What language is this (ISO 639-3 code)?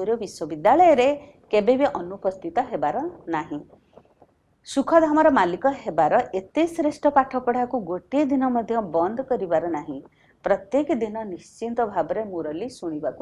ori